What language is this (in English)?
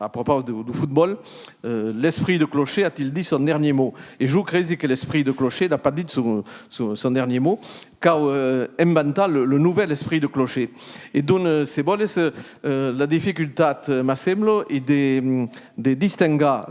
Occitan